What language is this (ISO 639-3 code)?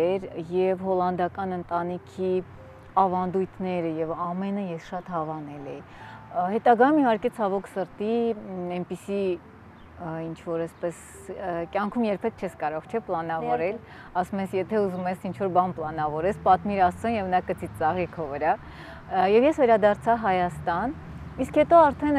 hye